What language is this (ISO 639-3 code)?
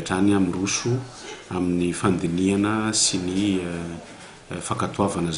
mlg